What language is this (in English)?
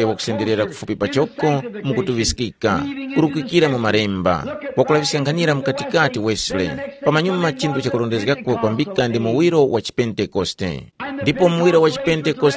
Tumbuka